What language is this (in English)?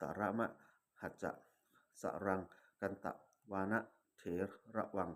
Pali